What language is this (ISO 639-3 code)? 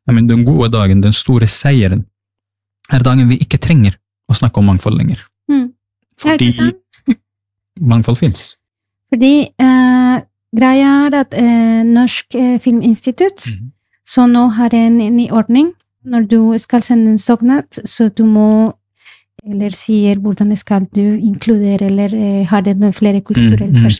nor